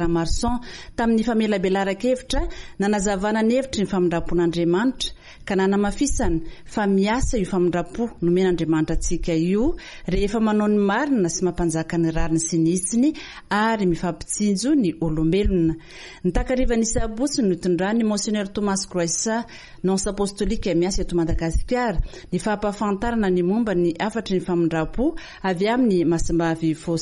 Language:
Malagasy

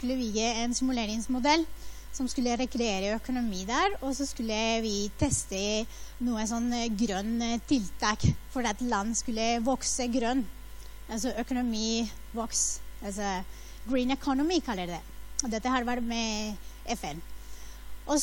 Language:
Norwegian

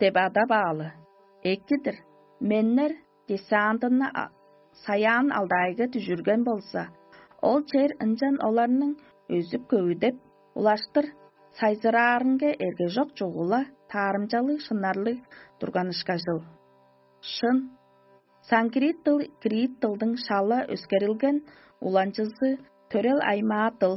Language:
Tuvinian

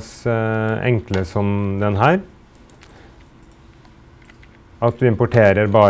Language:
Norwegian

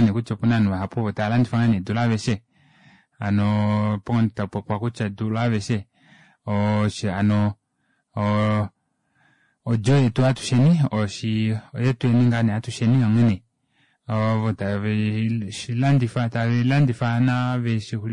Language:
Kuanyama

